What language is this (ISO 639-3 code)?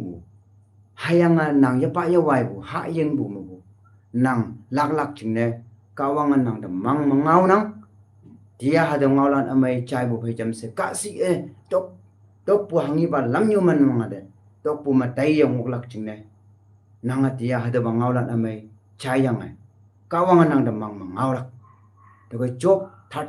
nbe